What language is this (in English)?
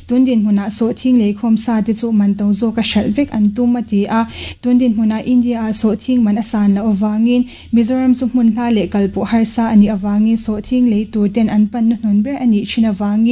Mizo